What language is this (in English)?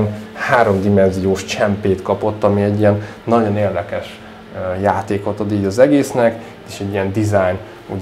Hungarian